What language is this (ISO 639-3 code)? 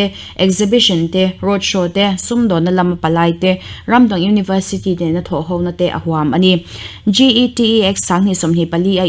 lus